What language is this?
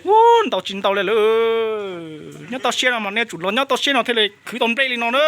Hmong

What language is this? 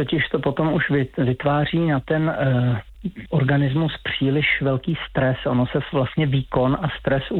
Czech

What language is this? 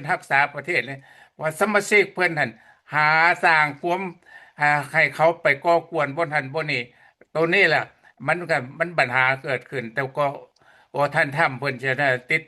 Lao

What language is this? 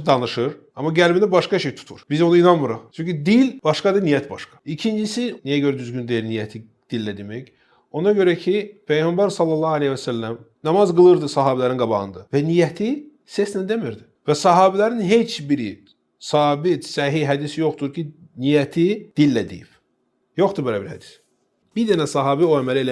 Azerbaijani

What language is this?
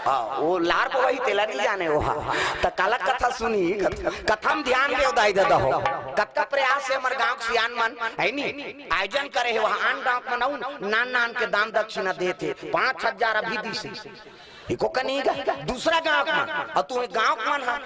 Chhattisgarhi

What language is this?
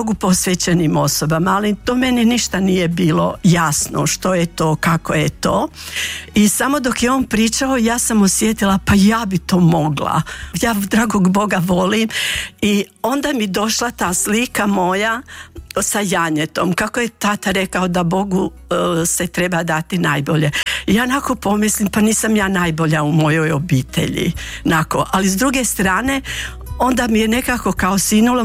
Croatian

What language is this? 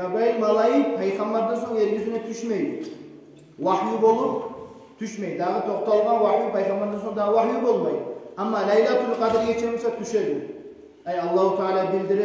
Kumyk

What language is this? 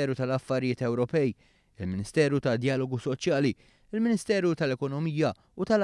Maltese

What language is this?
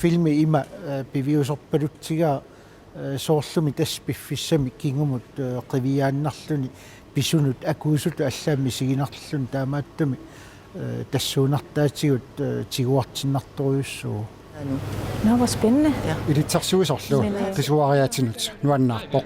Kalaallisut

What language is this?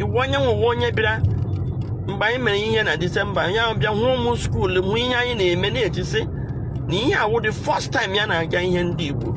Igbo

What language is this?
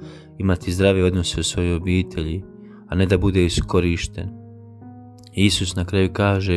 Croatian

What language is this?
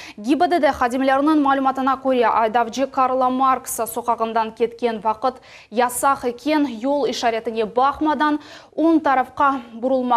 Crimean Tatar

